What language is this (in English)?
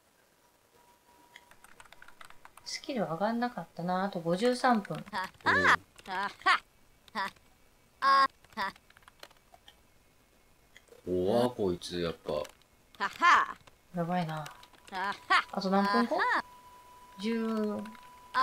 Japanese